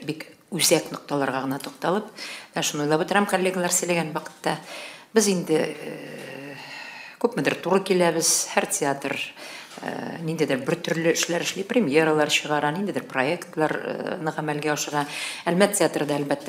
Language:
Tatar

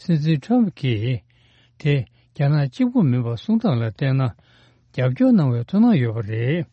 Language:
Tibetan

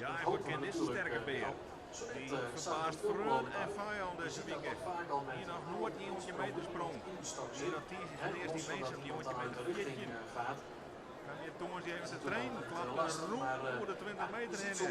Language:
Western Frisian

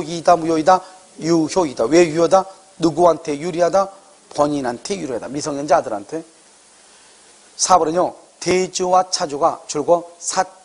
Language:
Korean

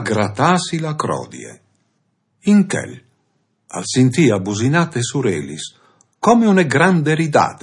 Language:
Friulian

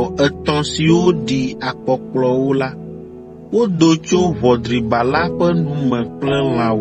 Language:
Ewe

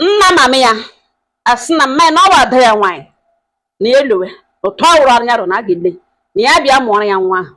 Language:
Igbo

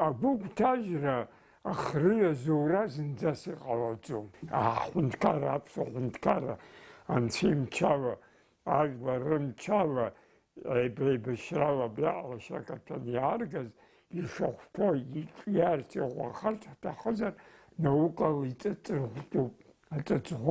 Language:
Abkhazian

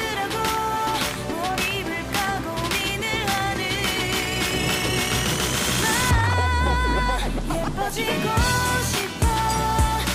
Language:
Korean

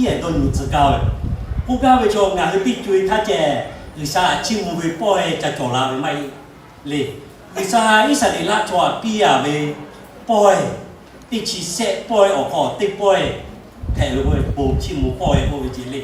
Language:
Lahu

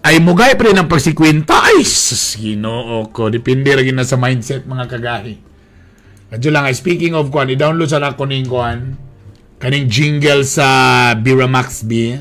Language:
Cebuano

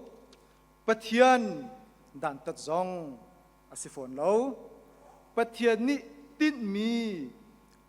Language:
Hakha Chin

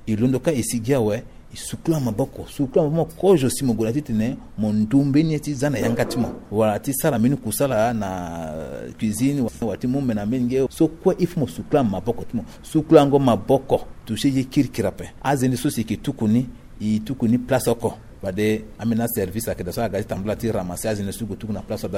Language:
Sango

